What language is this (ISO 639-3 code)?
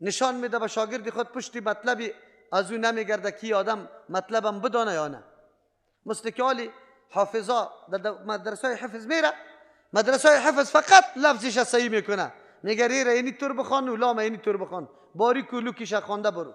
fas